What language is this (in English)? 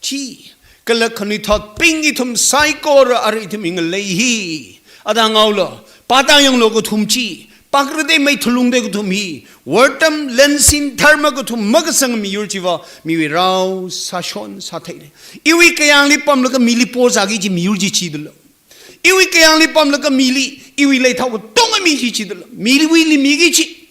Tangkhul Naga (India)